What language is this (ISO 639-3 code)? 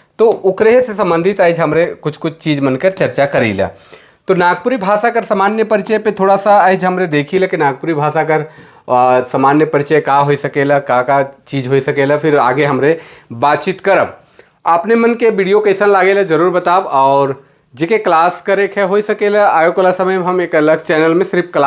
sck